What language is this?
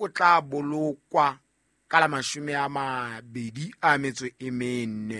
Southern Sotho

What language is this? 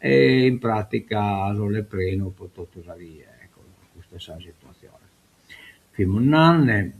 Sardinian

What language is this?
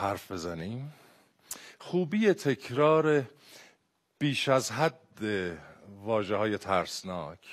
Persian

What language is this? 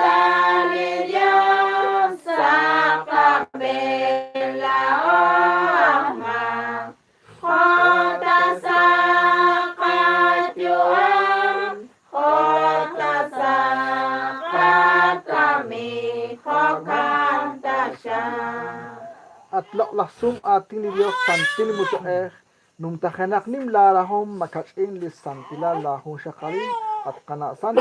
Kekchí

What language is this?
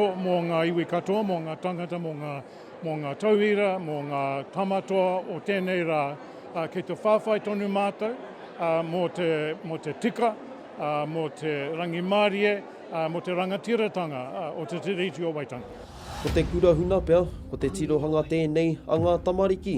Māori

